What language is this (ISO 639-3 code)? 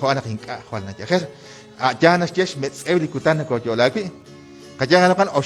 kek